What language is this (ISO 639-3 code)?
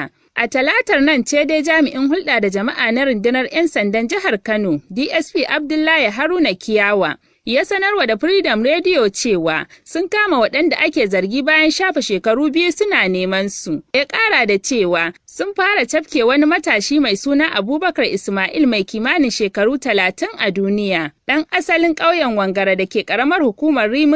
hau